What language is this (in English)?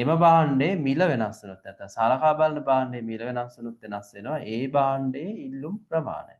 Sinhala